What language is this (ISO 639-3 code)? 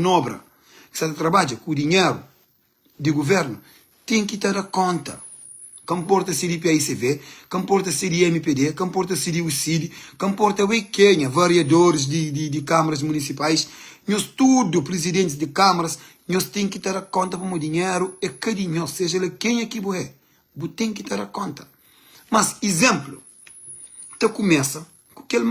kea